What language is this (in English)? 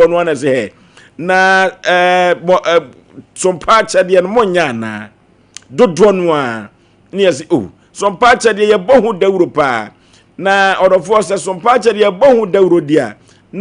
Akan